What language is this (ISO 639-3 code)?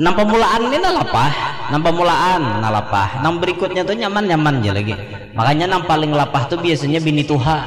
bjn